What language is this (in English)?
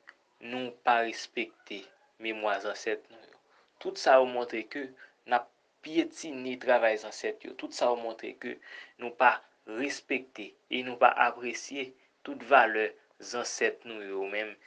Haitian Creole